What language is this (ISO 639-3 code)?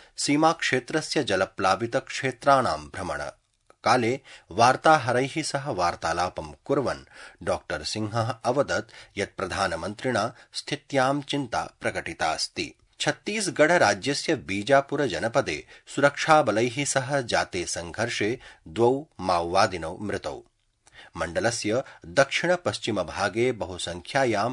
san